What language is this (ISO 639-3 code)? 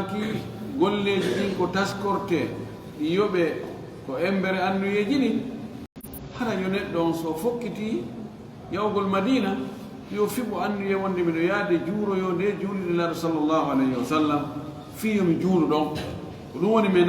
ful